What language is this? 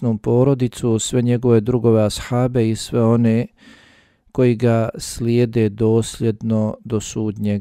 Bosnian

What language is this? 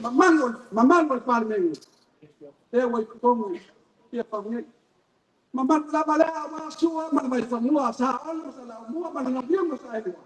Samoan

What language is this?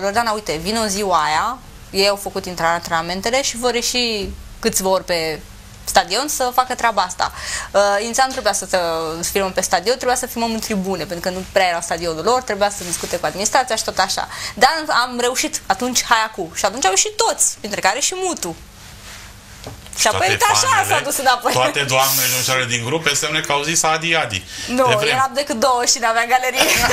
Romanian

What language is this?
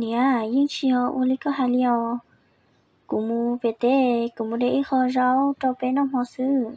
Hmong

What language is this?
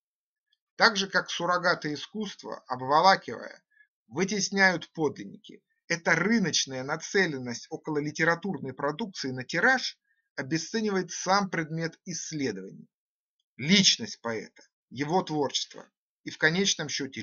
Russian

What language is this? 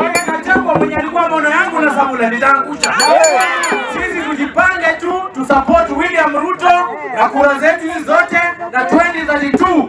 Luo (Kenya and Tanzania)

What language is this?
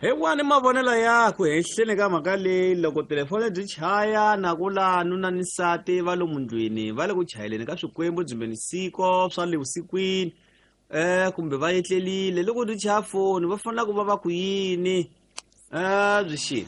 Tsonga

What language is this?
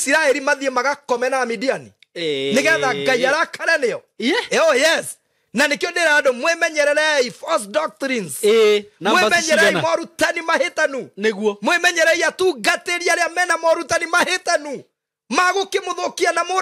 Kikuyu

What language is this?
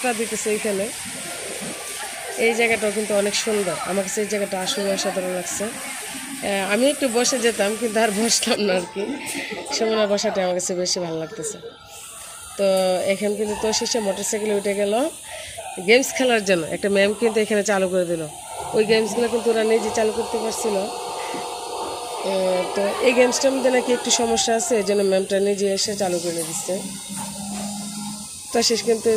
Bangla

